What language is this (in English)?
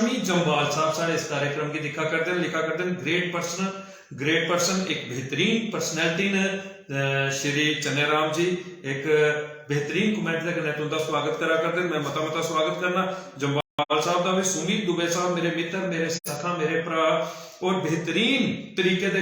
Dogri